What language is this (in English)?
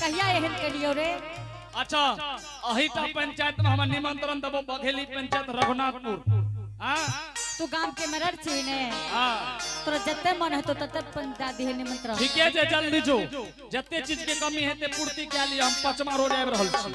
Angika